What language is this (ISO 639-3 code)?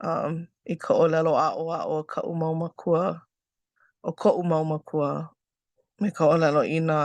haw